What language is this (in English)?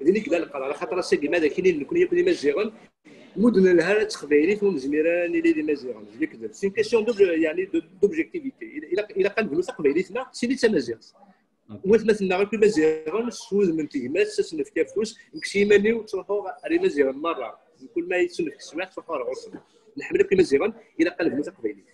Kabyle